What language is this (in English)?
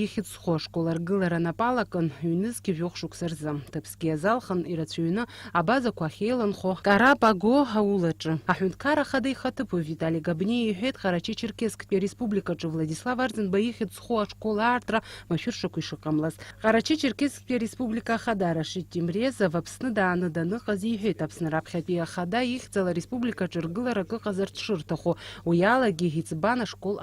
Abkhazian